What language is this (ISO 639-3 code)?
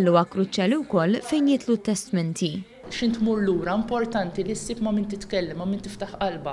mlt